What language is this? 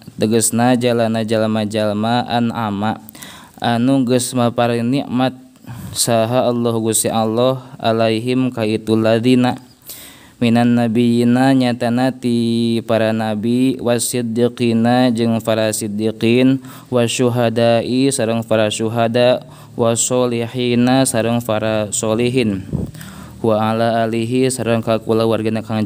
Sundanese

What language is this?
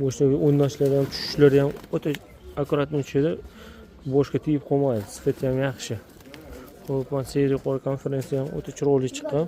Uzbek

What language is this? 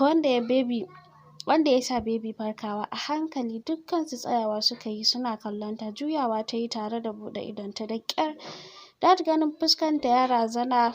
Hausa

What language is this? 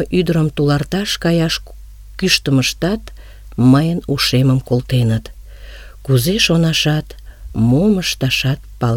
Mari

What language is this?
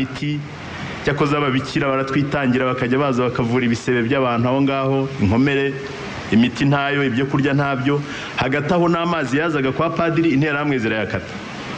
Kinyarwanda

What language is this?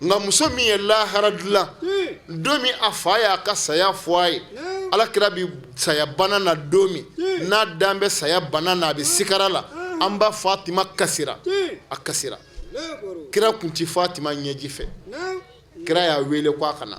Bambara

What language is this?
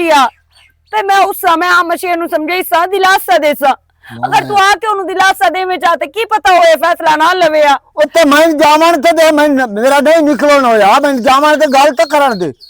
Western Panjabi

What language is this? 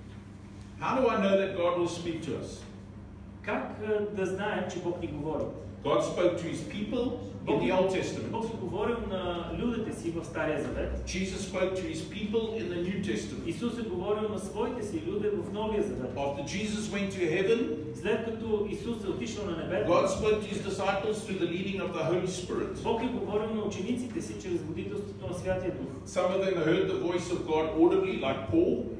Bulgarian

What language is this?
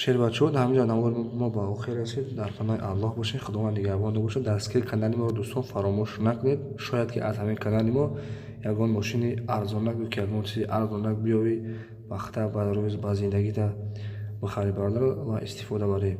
Tajik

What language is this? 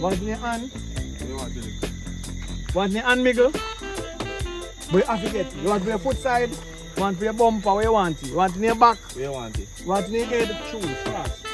Jamaican Creole English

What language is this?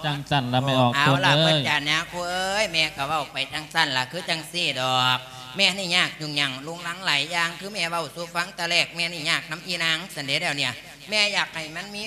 Lao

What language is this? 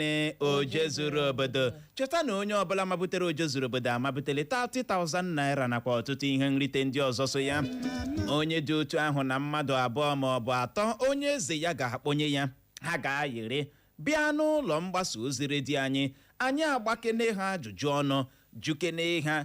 Igbo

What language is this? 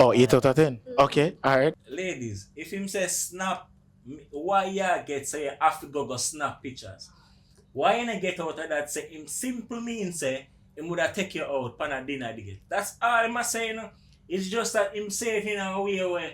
Jamaican Creole English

